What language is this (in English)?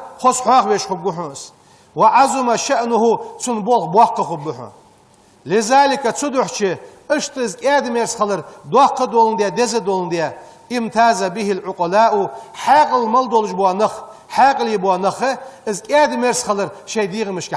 Ingush